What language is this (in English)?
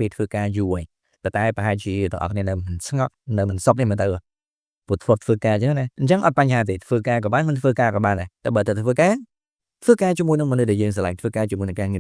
Khmer